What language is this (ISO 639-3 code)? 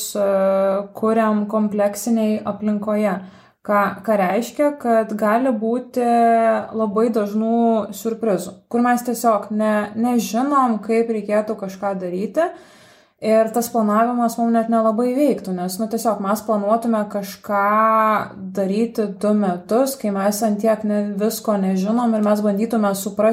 lit